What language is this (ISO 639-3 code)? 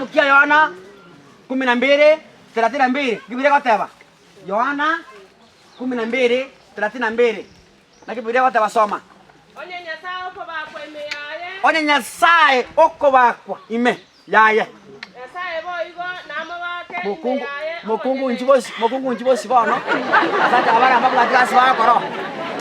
guz